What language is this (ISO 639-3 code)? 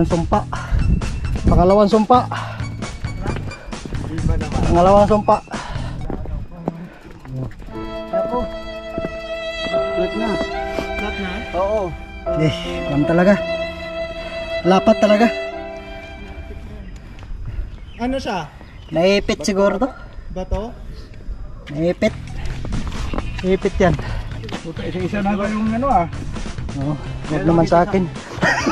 fil